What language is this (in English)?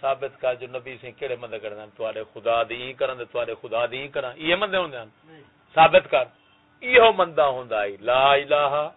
Saraiki